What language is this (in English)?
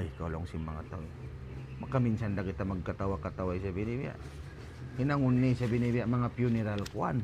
Tausug